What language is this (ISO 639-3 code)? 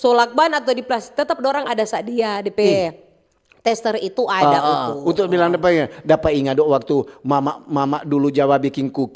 xmm